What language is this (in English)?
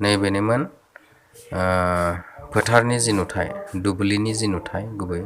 Bodo